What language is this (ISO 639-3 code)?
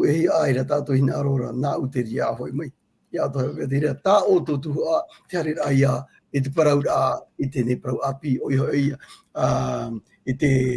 tah